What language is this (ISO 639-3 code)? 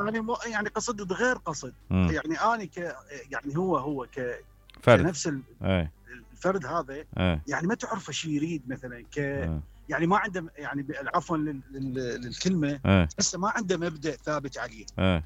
acm